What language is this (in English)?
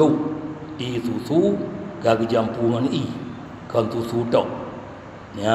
Achinese